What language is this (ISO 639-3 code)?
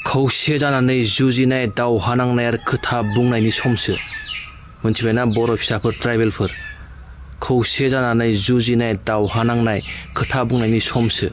brx